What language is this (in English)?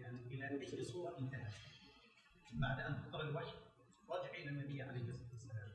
Arabic